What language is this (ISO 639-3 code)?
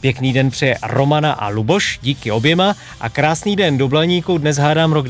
ces